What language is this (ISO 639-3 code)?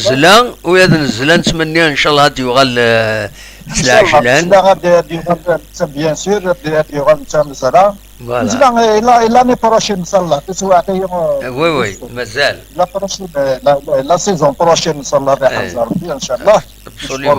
kab